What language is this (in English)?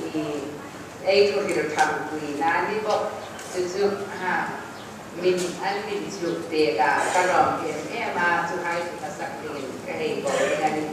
Hmar